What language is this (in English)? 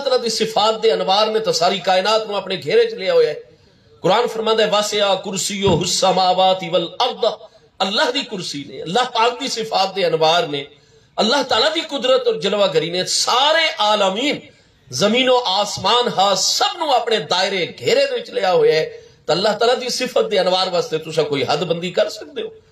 Saraiki